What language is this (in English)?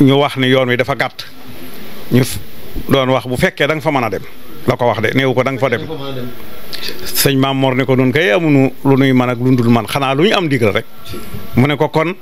Wolof